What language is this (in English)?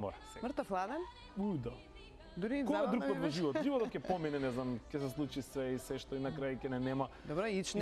Macedonian